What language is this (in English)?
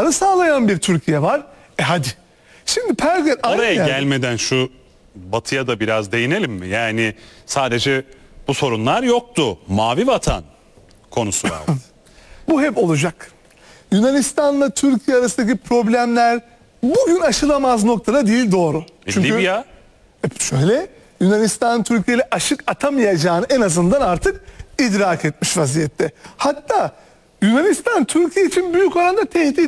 Turkish